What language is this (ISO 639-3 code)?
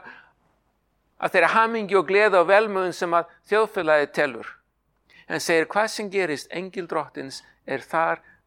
isl